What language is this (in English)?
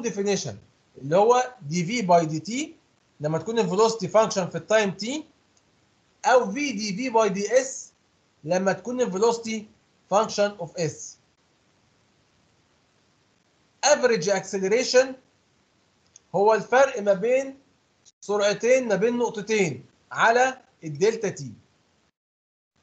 Egyptian Arabic